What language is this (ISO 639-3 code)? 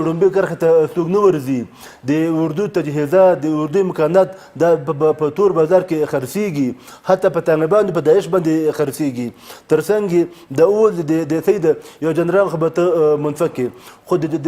pus